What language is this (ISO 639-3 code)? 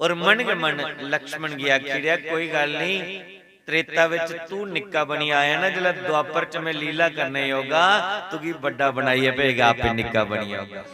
doi